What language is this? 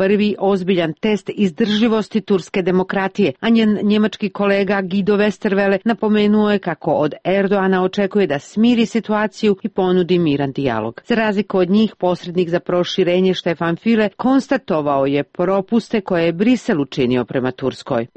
Serbian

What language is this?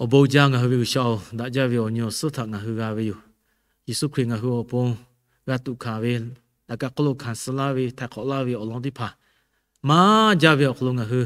Lahu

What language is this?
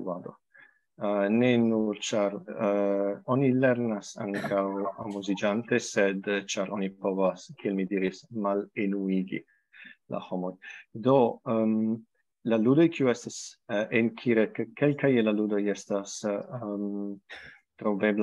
Esperanto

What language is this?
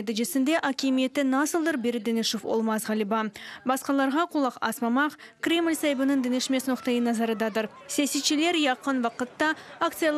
Crimean Tatar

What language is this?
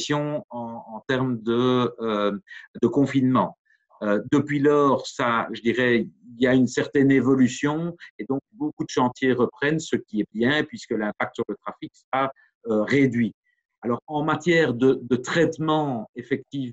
French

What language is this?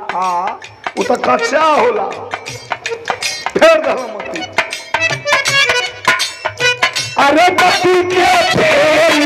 Bhojpuri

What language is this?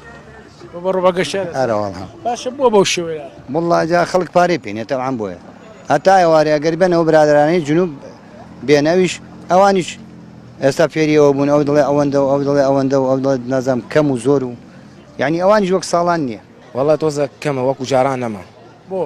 Central Kurdish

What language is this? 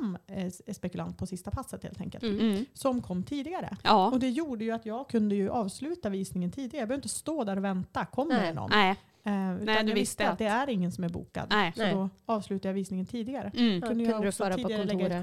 Swedish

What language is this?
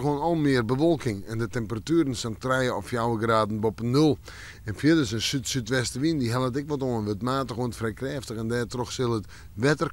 Western Frisian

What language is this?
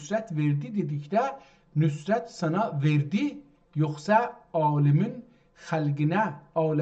South Azerbaijani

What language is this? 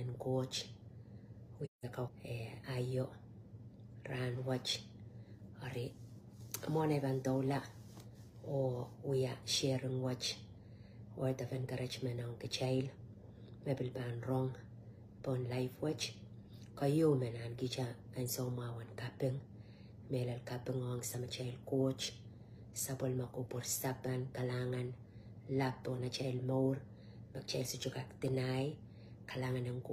Pohnpeian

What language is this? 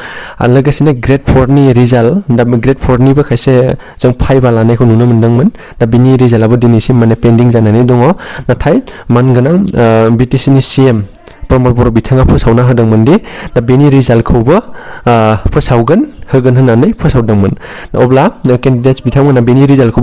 Bodo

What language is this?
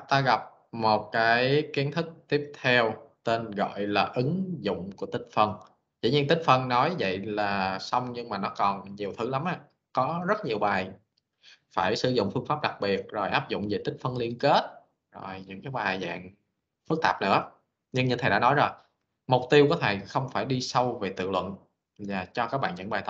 Vietnamese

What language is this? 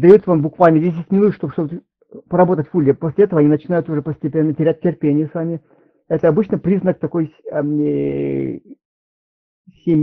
Russian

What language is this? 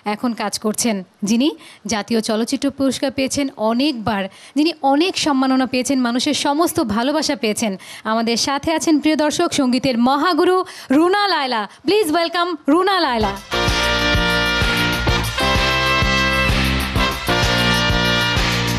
Bangla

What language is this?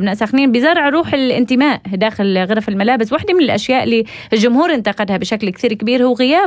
North Levantine Arabic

